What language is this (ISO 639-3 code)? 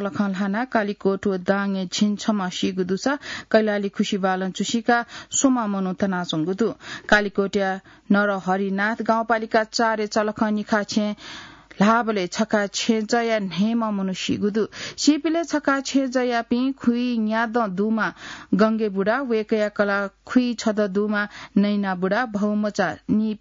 new